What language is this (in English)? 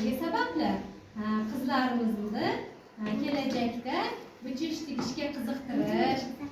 Uzbek